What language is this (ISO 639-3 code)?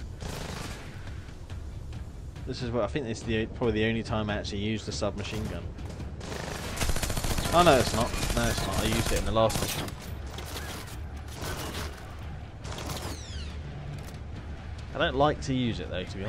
eng